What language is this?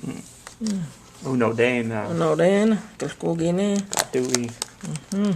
Cherokee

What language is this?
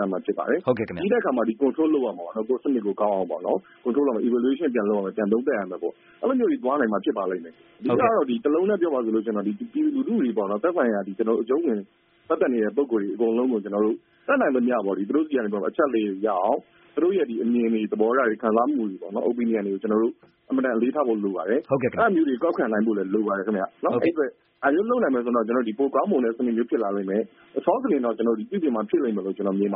Burmese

